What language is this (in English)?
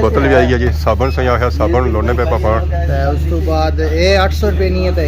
Pahari-Potwari